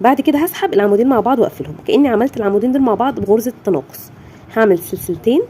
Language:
Egyptian Arabic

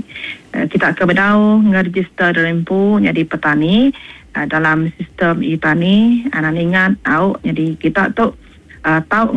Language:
Iban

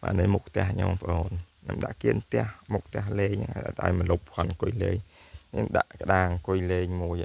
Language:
Khmer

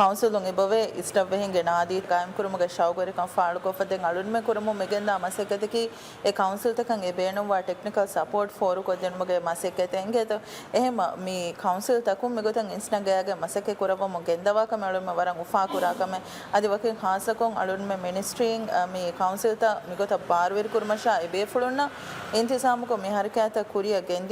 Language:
Divehi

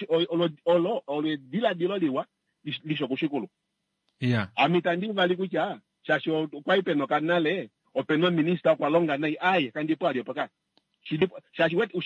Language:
Kuanyama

